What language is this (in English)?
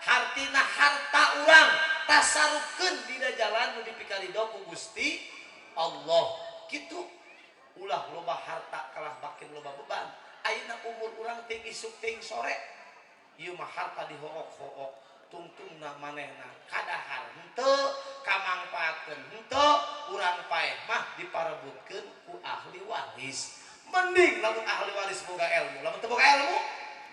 Sundanese